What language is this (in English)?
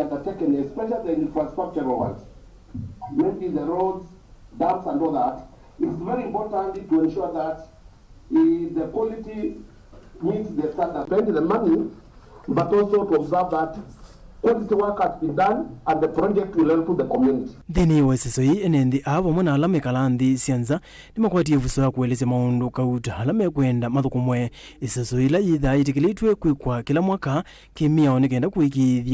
Kamba